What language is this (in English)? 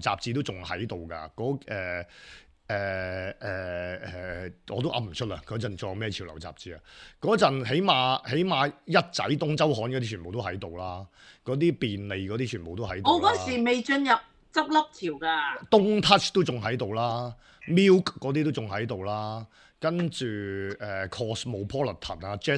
Cantonese